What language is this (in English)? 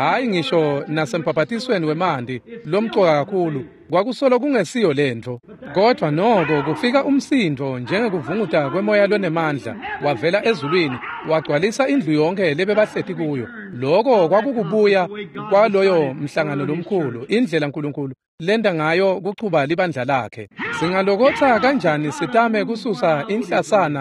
Swati